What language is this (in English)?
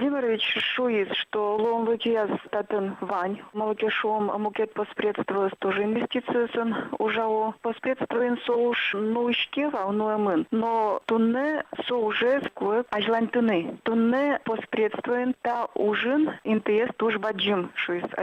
Udmurt